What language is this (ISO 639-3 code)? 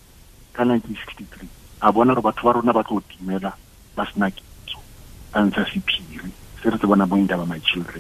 tsn